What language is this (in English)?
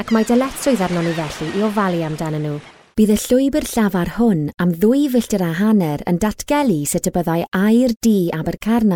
Welsh